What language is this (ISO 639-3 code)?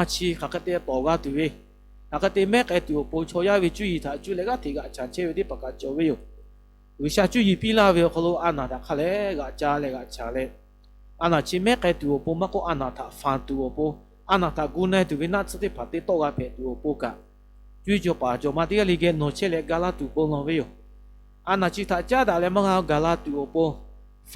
lhu